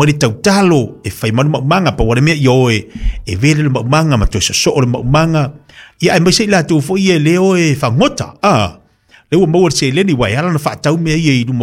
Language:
Samoan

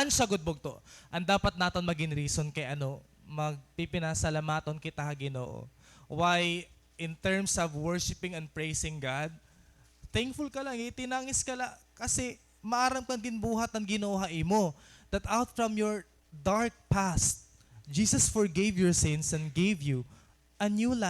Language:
Waray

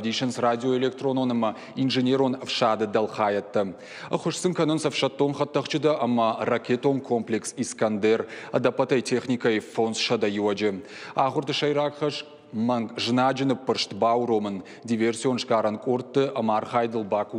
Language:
Ossetic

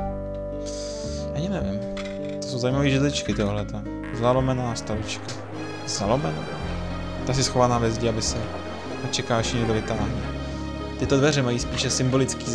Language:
Czech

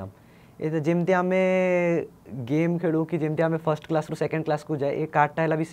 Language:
Odia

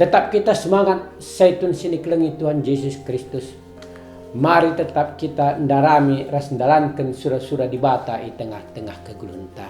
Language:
Batak Karo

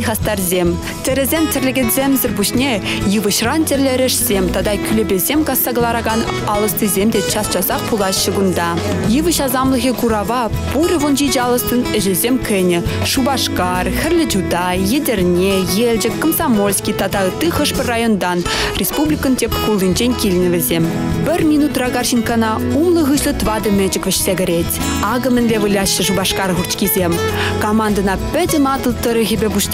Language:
Chuvash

